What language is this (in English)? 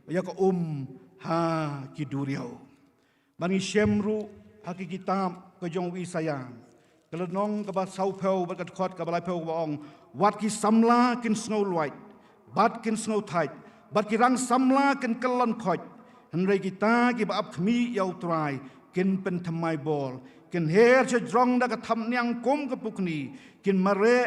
Khasi